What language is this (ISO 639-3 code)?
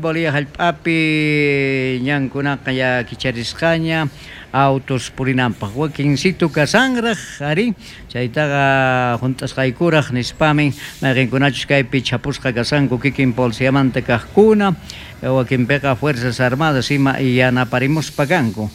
quh